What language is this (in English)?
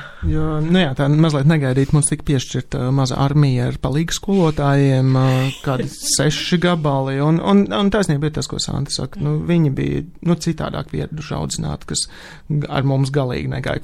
Latvian